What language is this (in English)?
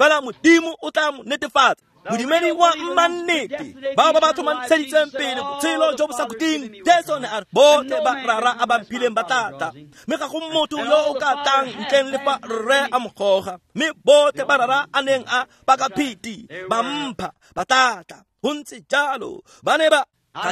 Tswana